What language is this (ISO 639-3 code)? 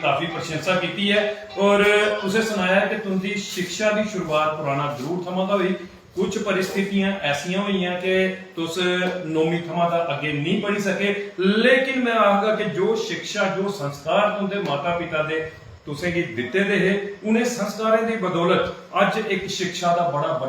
doi